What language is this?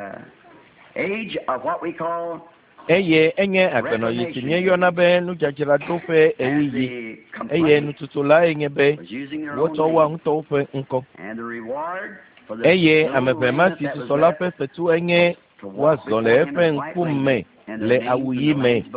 Ewe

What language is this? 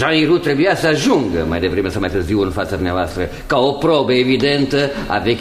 Romanian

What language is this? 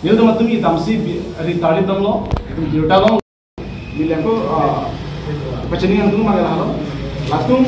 Karbi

